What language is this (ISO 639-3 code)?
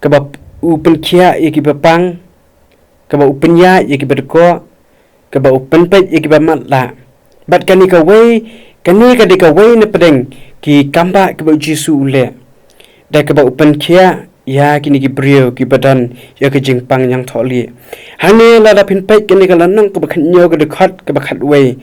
kha